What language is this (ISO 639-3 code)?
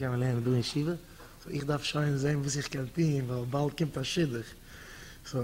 yid